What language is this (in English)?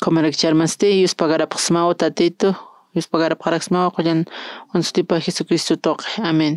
Aymara